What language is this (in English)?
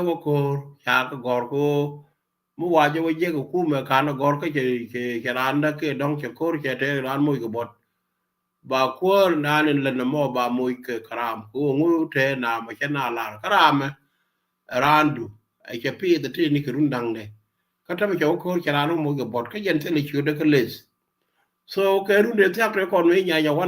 Nuer